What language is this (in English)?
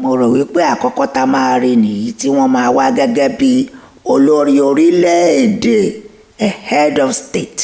Yoruba